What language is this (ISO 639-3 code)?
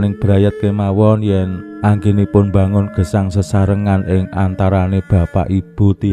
jav